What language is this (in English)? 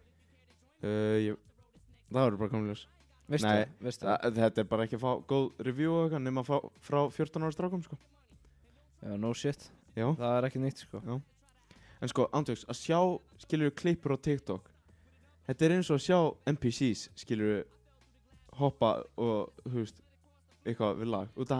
Icelandic